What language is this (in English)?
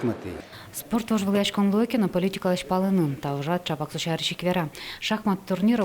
Udmurt